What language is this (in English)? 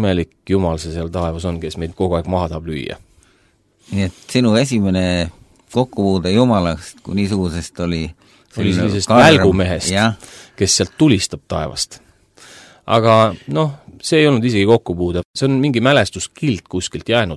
Estonian